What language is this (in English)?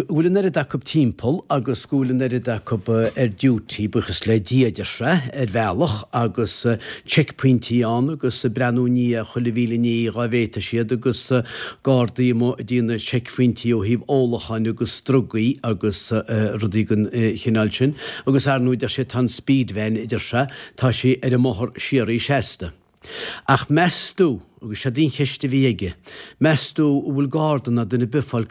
Irish